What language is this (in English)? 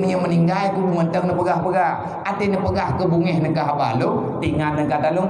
Achinese